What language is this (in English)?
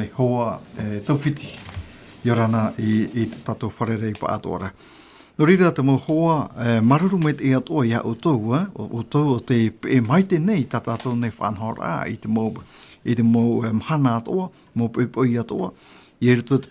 Tahitian